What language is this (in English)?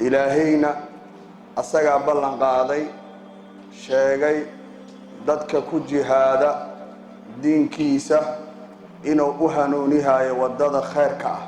Somali